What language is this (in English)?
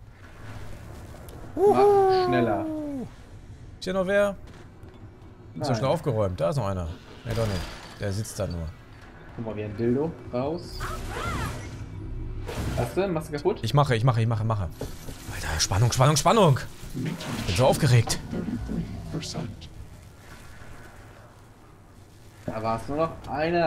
German